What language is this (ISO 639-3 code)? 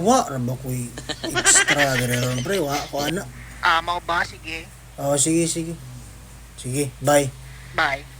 ceb